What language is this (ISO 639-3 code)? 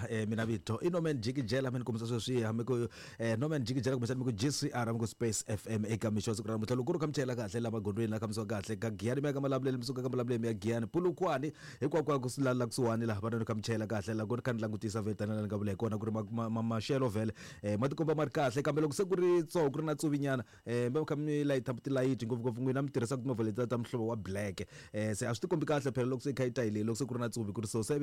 tso